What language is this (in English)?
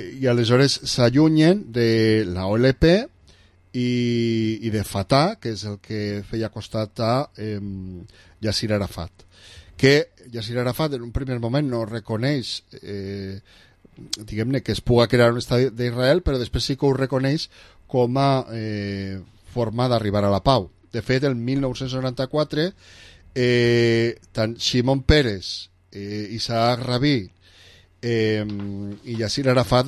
Catalan